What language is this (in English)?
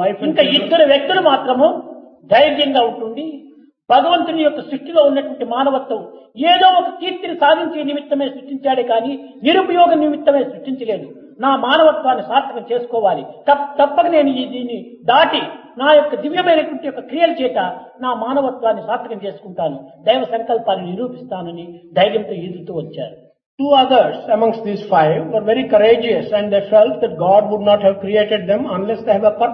Telugu